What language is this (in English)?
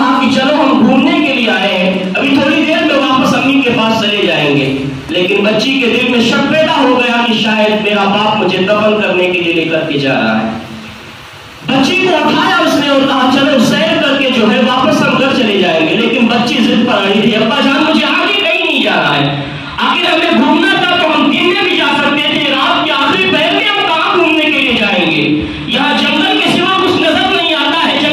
Urdu